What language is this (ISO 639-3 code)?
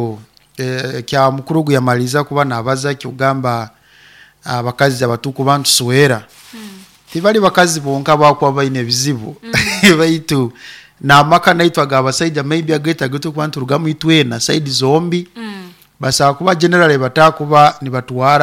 nyo